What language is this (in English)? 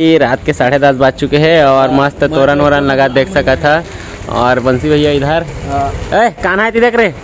Chhattisgarhi